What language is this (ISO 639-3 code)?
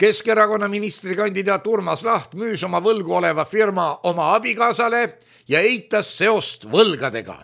est